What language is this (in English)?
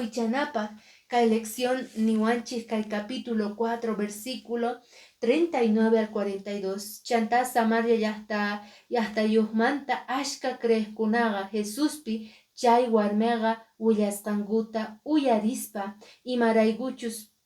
Quechua